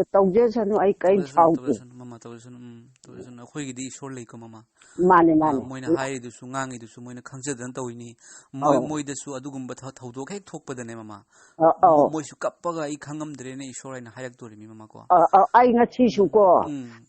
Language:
Manipuri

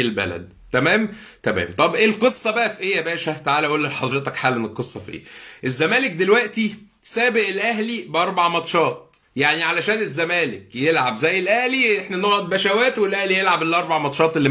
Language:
Egyptian Arabic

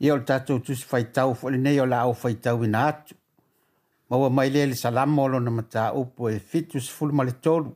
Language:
Samoan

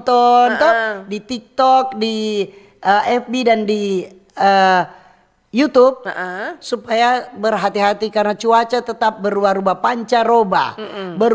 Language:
Manado Malay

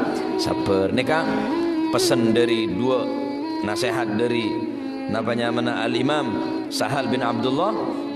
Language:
Madurese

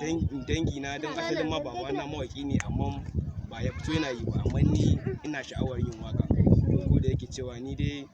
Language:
Hausa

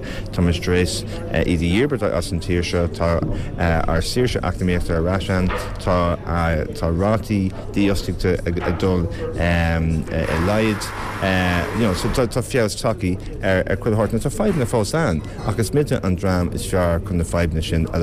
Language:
Irish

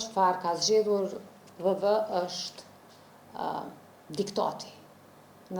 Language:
Albanian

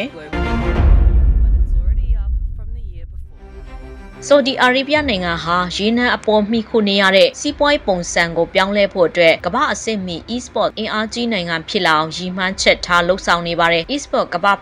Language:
Burmese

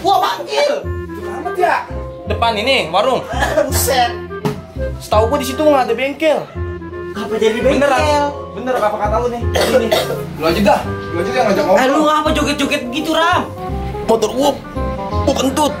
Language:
Betawi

